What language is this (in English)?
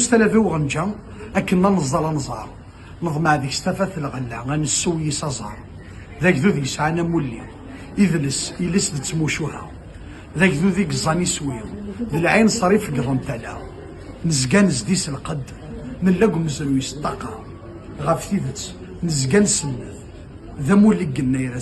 Kabyle